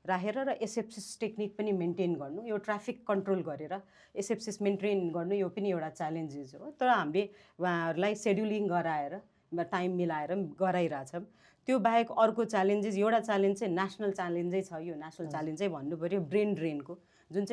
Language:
Nepali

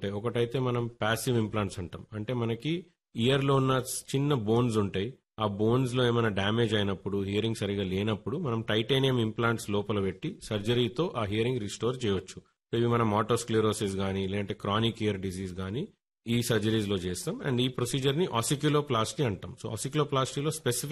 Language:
Telugu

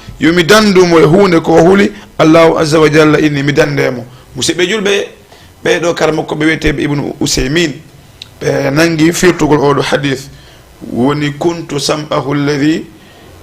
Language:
Fula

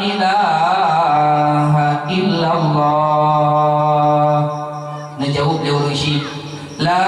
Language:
Achinese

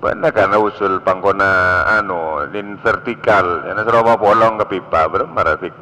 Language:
Madurese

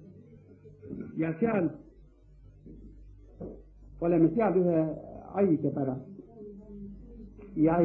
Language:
Estonian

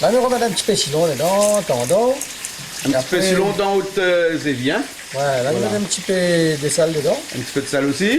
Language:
Réunion Creole French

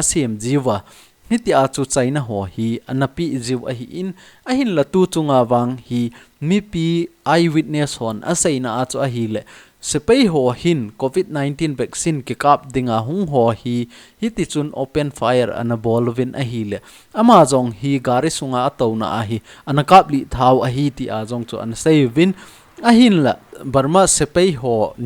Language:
Thado Chin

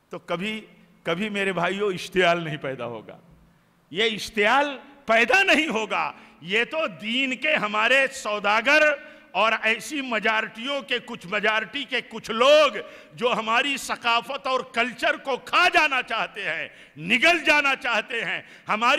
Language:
Urdu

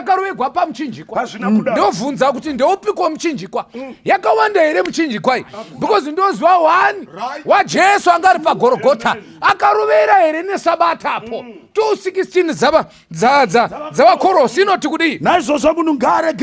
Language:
Shona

